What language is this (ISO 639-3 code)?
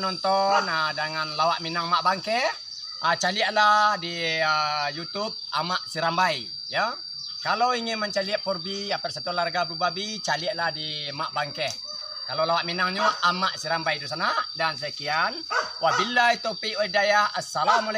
min